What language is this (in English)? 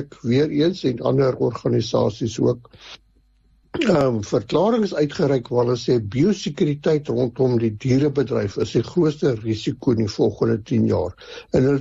Afrikaans